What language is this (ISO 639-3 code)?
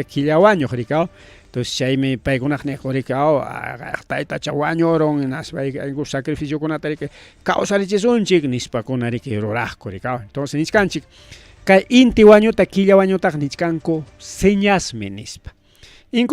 quy